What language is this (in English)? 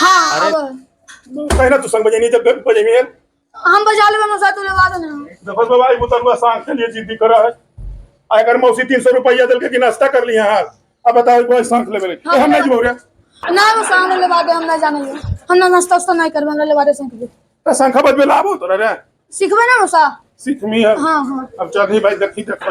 Magahi